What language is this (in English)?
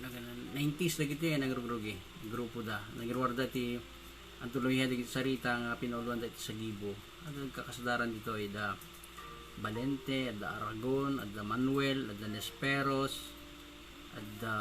Iloko